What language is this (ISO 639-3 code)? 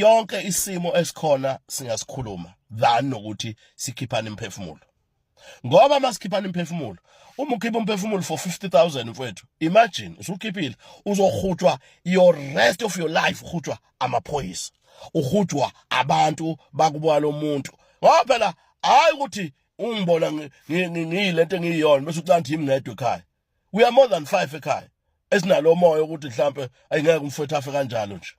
zul